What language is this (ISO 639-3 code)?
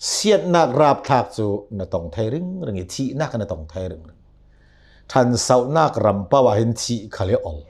cnh